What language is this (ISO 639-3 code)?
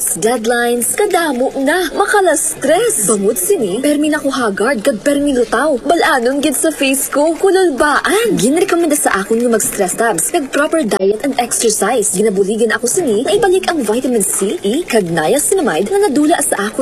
hil